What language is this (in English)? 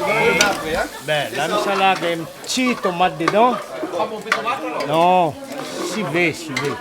Réunion Creole French